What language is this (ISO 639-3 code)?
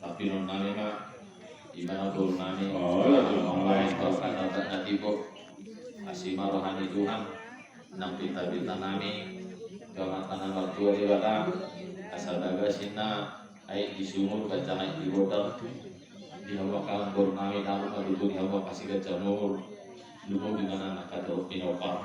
bbc